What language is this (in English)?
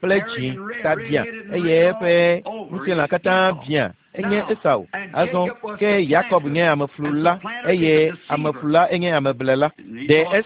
Ewe